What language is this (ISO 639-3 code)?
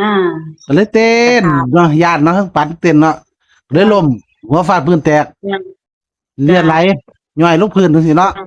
tts